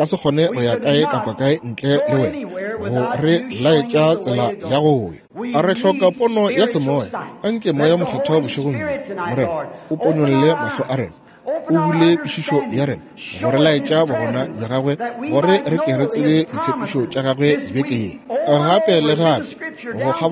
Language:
Northern Sotho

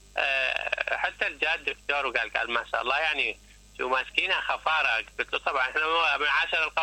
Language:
Mesopotamian Arabic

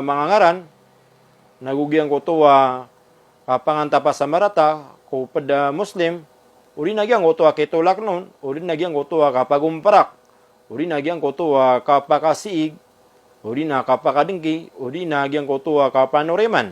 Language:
Maranao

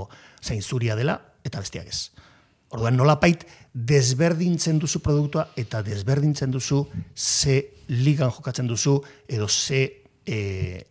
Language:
Basque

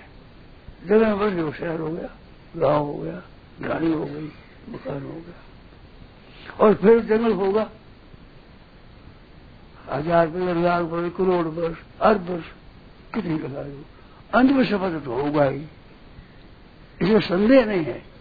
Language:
Hindi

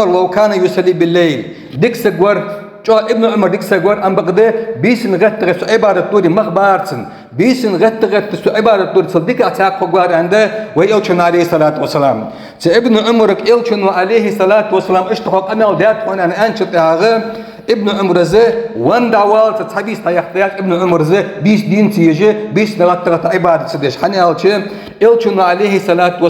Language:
Ingush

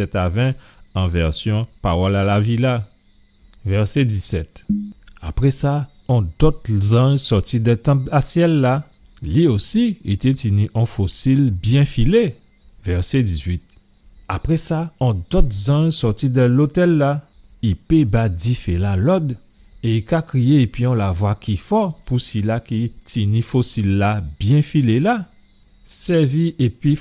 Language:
Guadeloupean Creole French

